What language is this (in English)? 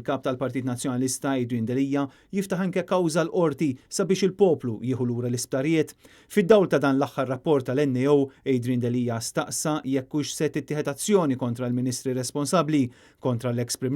Maltese